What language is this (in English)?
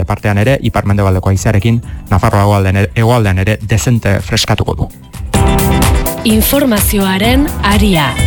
Basque